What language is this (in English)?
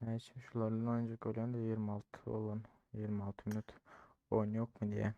Turkmen